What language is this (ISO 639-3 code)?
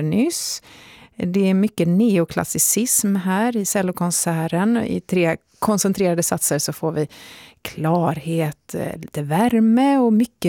swe